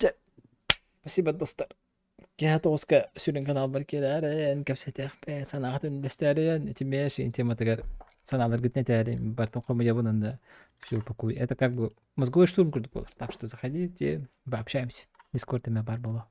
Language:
Yakut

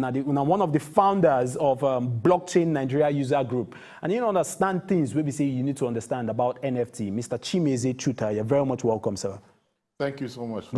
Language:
Nigerian Pidgin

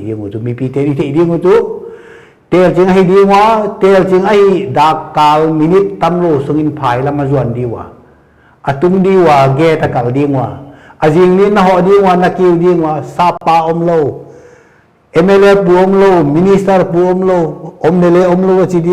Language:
Paite Chin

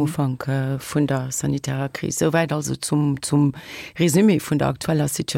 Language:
Luxembourgish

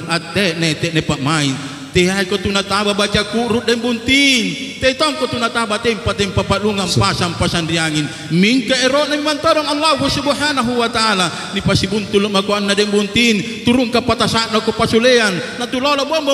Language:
Makasar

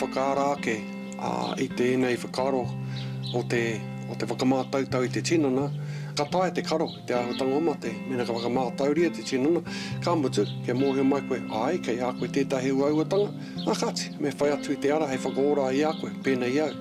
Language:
Māori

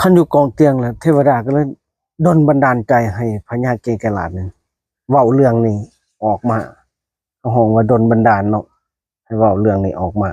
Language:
Lao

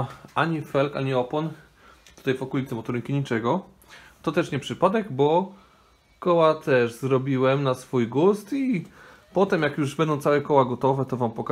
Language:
Polish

